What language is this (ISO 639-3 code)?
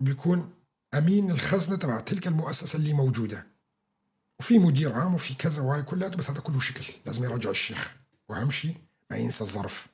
apc